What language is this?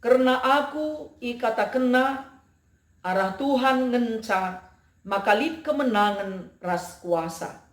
Batak Karo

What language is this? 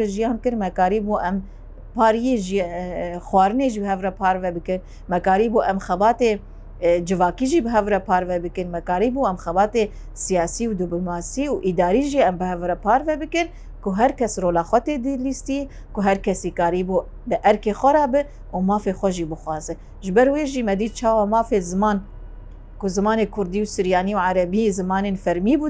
Kurdish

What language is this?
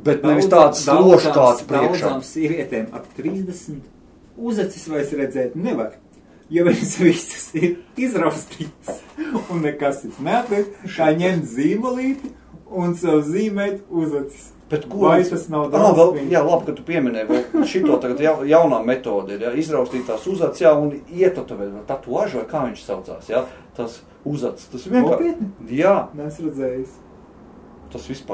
Latvian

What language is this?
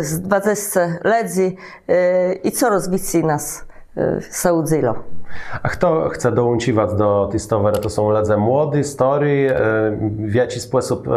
Kashubian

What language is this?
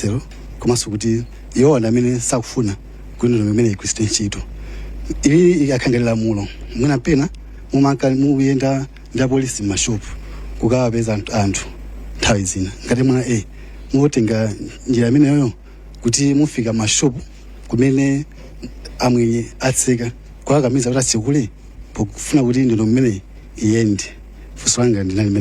Nyanja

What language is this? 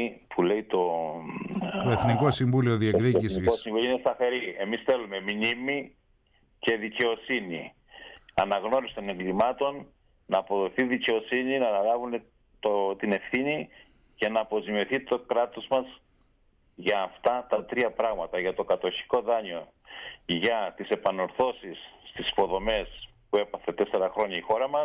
Greek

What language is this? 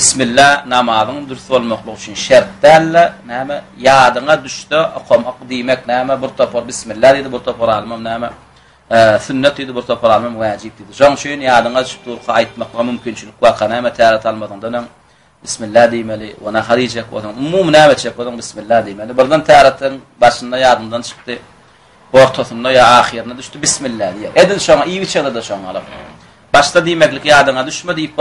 Turkmen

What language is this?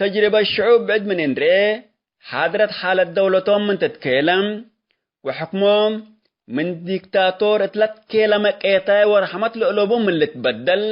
Tigre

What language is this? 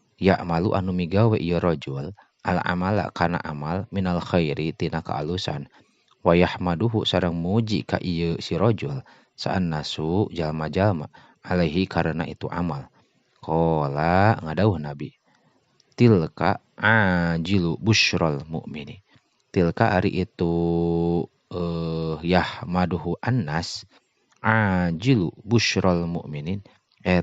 Sundanese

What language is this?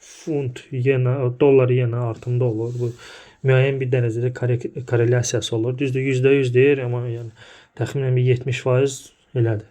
Azerbaijani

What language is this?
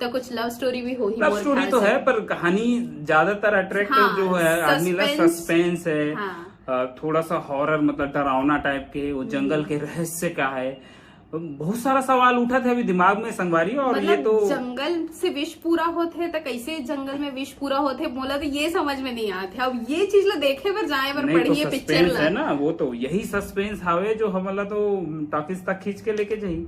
Chhattisgarhi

